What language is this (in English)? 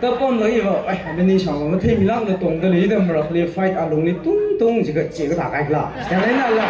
Tangkhul Naga (India)